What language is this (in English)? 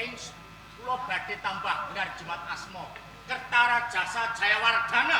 Javanese